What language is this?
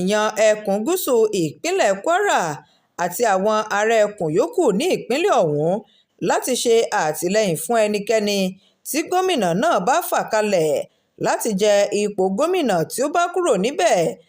Yoruba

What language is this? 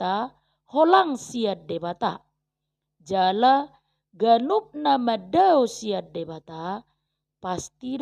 Batak Toba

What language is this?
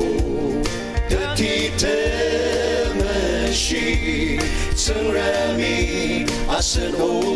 Ao Naga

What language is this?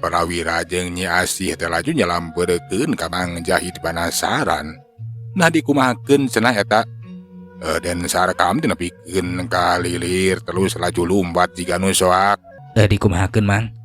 Sundanese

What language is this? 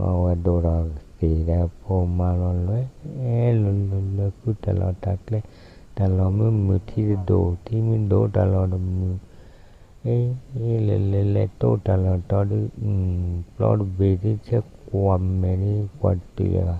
S'gaw Karen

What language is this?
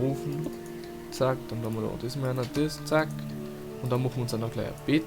Bavarian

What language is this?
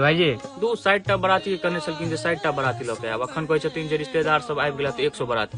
Maithili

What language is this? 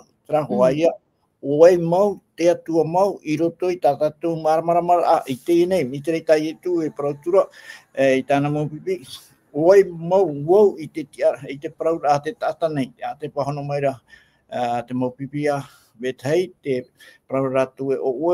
Tahitian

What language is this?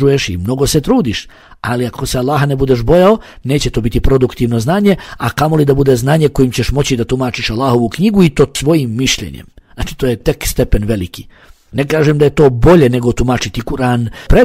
Bosnian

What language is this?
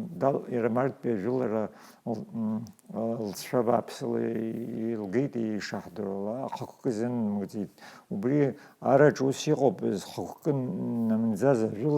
Abkhazian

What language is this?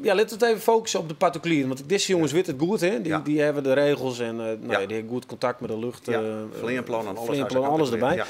Western Frisian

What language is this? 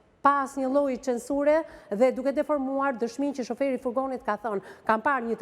Albanian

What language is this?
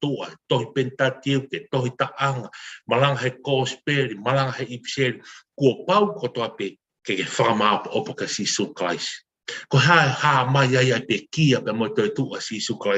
Tongan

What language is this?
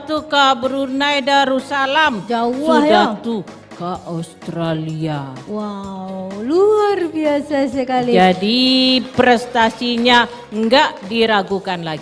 Minangkabau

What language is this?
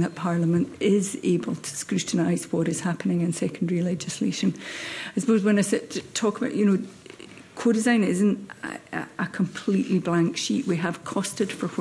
English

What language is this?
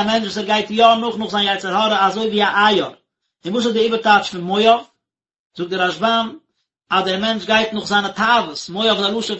Yiddish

